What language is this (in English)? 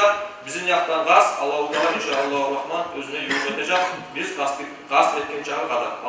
Kumyk